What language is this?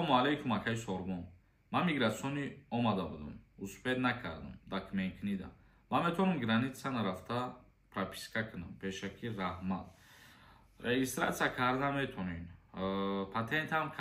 Tajik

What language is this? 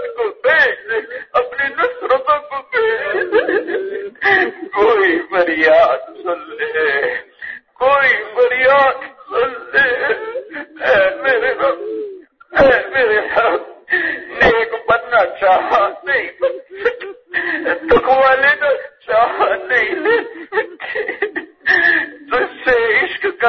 Urdu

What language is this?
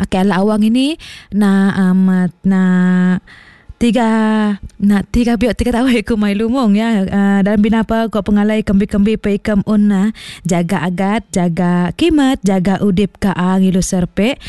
Iban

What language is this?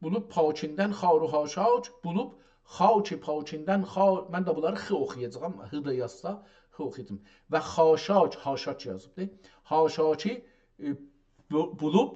South Azerbaijani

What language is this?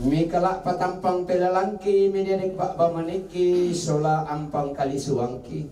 Toraja-Sa'dan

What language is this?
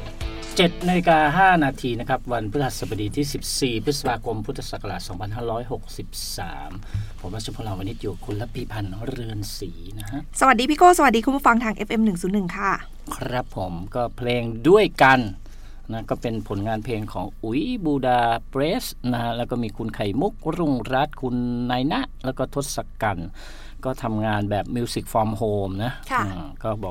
Thai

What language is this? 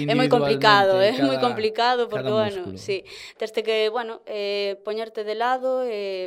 Galician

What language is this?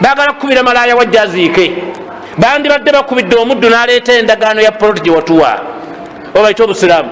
Ganda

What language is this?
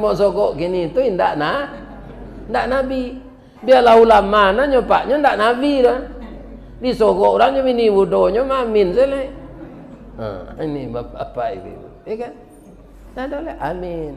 Minangkabau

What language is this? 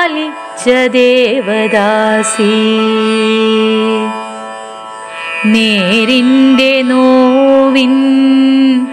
Malayalam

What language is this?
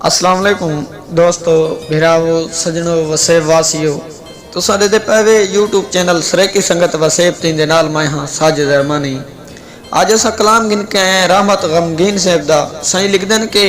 Saraiki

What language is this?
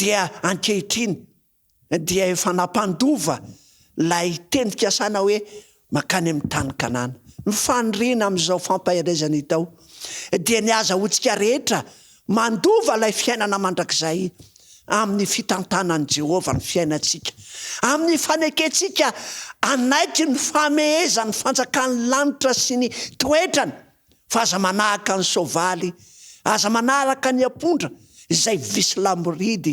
Malagasy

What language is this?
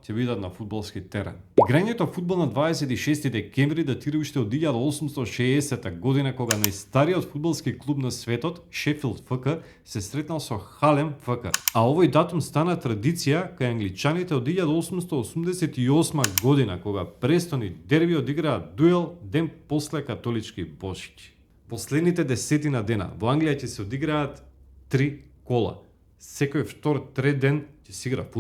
Macedonian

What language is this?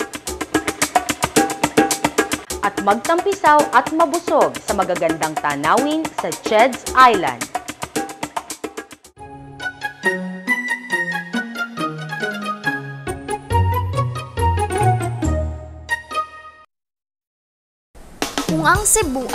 Filipino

